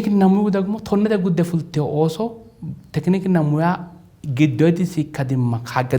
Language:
Sidamo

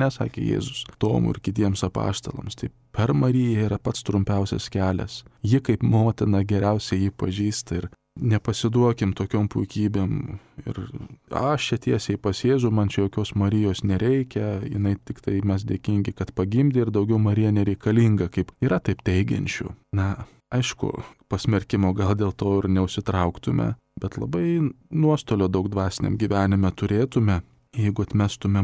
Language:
Lithuanian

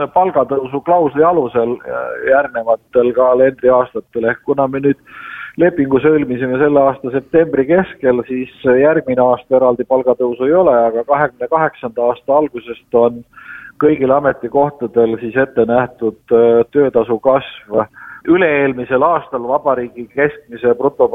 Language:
Estonian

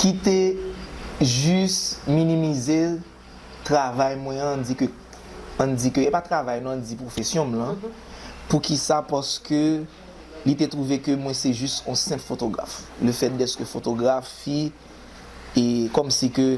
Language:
Haitian Creole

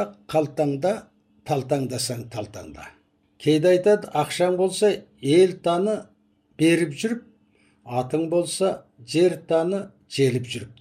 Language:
Kazakh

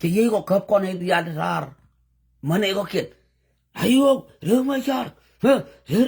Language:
Nuer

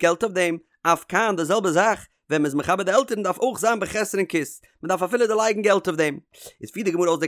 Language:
Yiddish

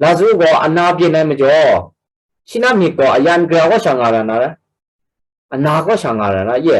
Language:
Kachin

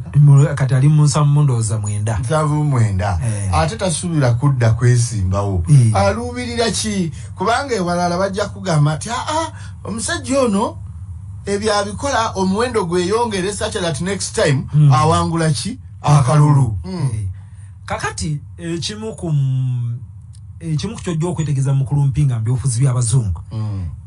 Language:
Ganda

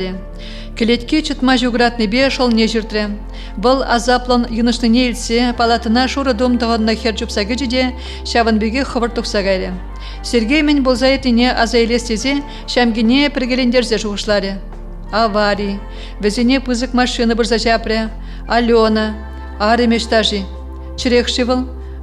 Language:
Chuvash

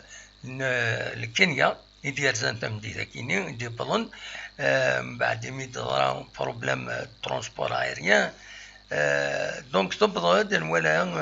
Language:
Kabyle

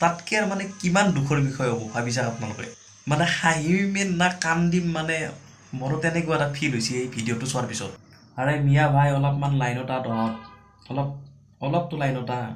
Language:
Assamese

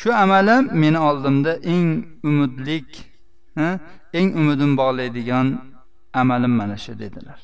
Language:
Uzbek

